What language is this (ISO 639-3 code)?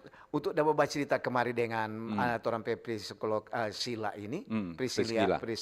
xmm